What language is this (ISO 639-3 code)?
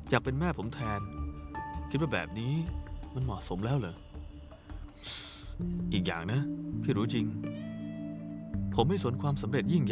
tha